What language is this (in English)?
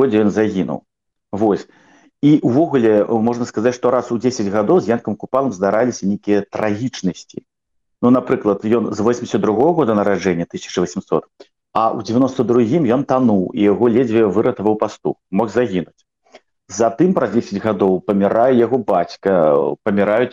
Belarusian